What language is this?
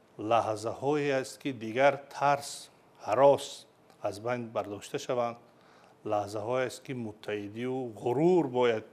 Tajik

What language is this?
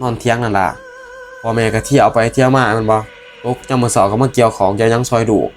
Northeastern Thai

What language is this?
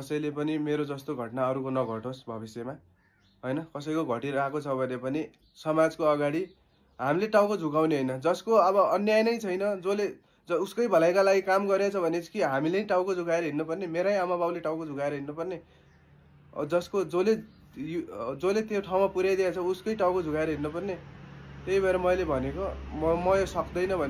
Nepali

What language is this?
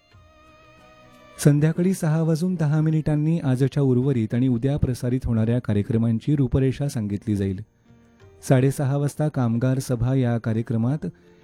Marathi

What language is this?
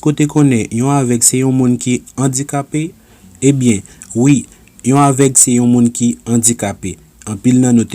Haitian Creole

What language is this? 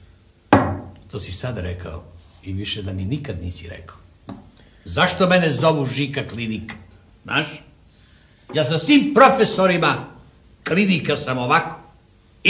Serbian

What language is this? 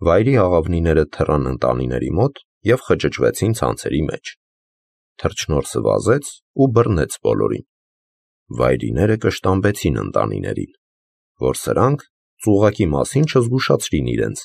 Armenian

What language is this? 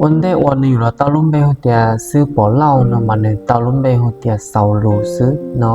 Hmong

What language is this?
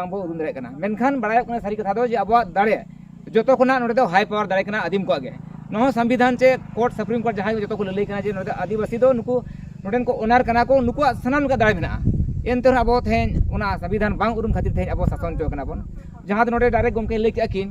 Santali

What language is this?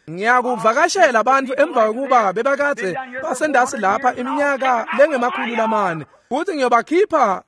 Swati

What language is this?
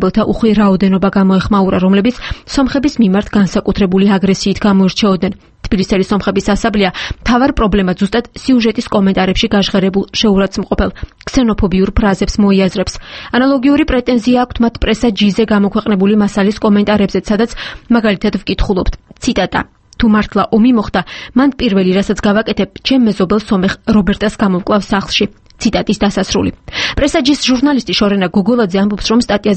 Georgian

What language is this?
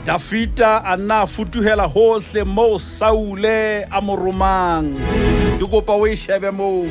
Southern Sotho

